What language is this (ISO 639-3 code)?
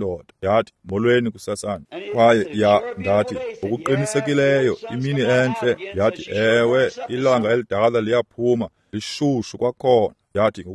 xho